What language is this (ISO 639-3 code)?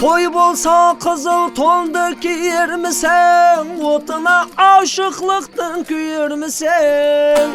kaa